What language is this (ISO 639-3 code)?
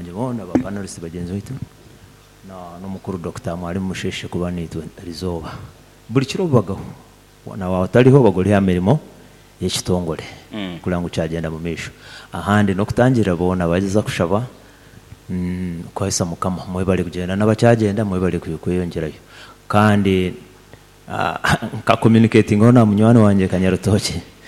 nyo